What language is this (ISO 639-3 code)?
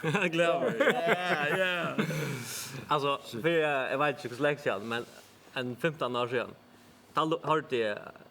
fao